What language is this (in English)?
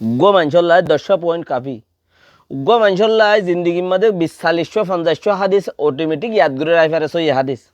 Rohingya